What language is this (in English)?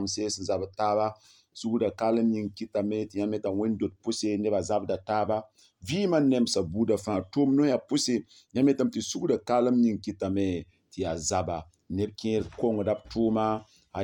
Mossi